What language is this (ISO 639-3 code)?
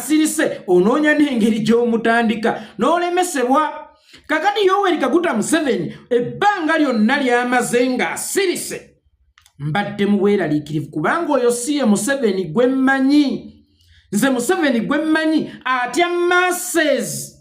lug